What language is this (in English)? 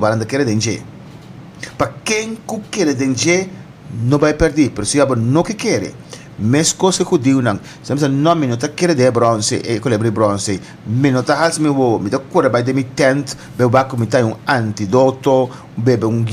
Papiamento